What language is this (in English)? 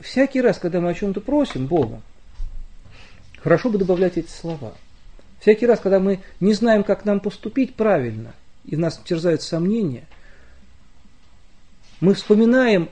Russian